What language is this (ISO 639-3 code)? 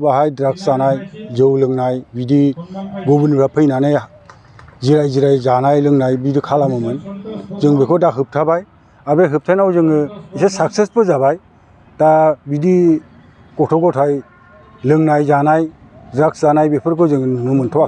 brx